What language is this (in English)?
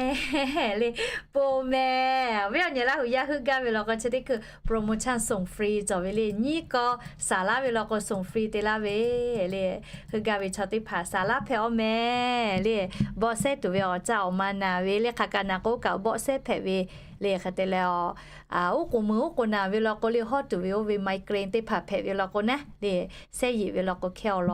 Lahu